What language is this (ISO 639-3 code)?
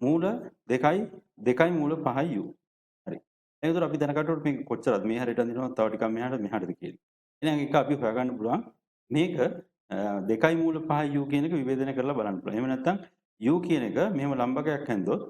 sin